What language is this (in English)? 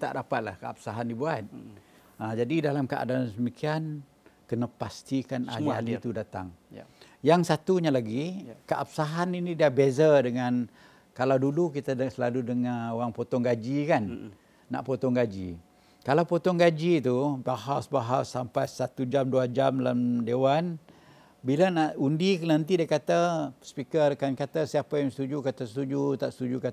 Malay